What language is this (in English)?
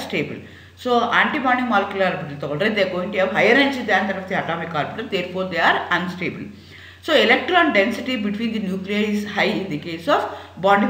Kannada